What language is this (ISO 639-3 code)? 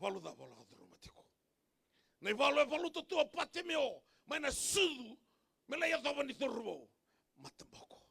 fij